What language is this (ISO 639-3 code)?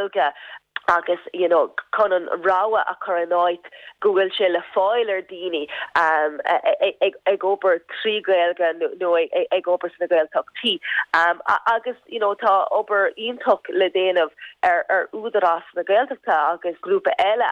gle